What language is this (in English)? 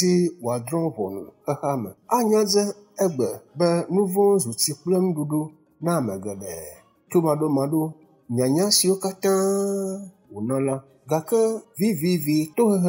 Ewe